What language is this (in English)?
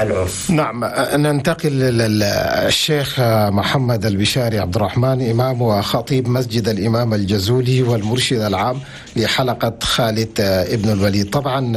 Chadian Arabic